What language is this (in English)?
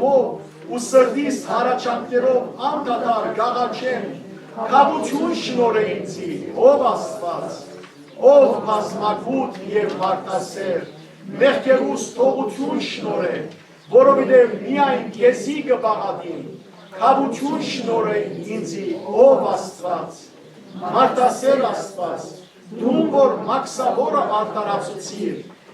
Western Armenian